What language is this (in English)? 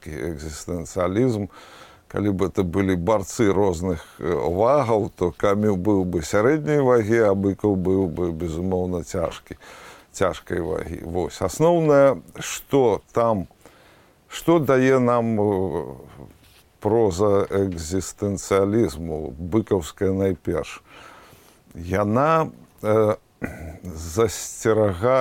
Belarusian